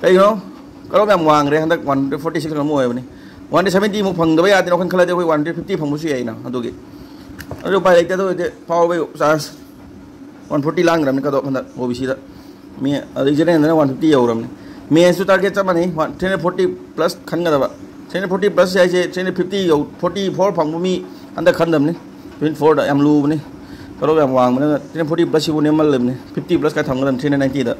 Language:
Manipuri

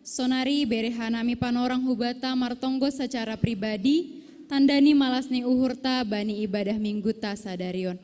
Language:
Batak Simalungun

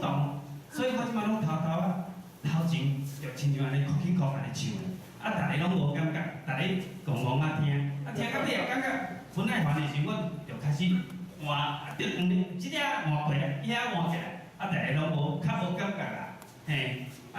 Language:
Min Nan Chinese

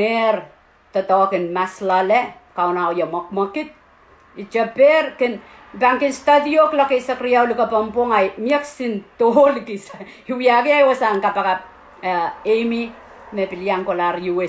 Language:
Pohnpeian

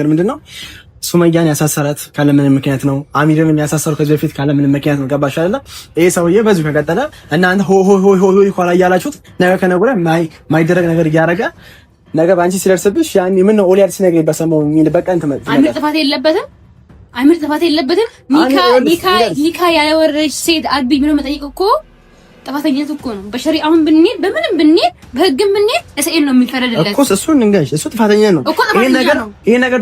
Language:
Amharic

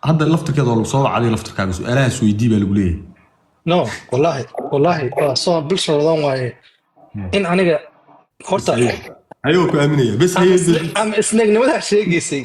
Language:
Somali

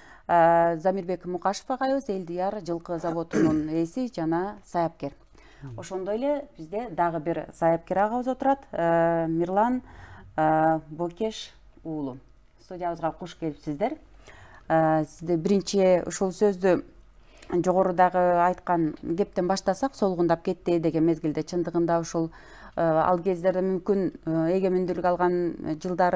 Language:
Kyrgyz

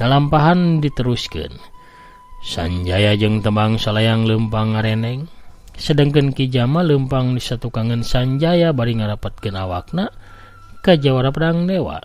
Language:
Sundanese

